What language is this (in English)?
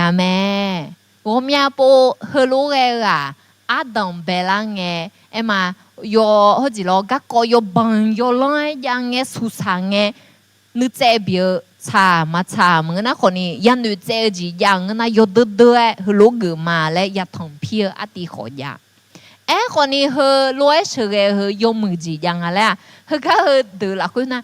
Akha